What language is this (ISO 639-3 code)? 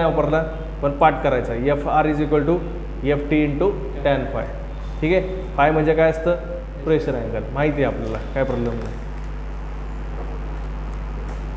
mar